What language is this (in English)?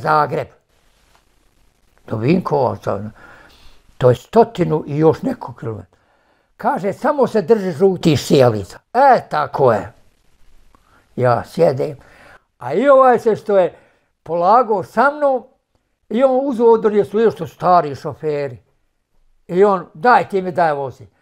Bosnian